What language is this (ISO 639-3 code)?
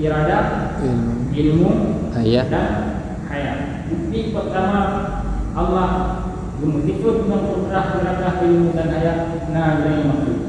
ace